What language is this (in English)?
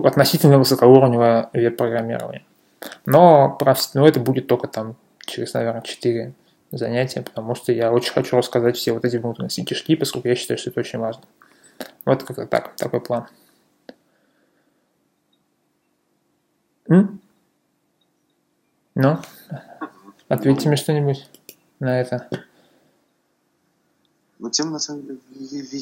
Russian